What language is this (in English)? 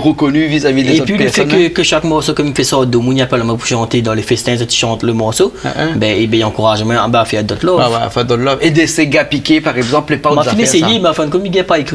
Réunion Creole French